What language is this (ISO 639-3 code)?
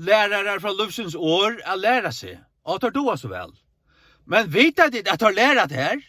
fao